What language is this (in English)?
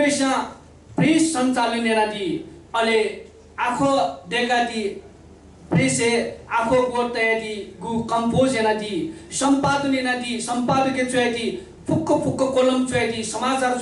Newari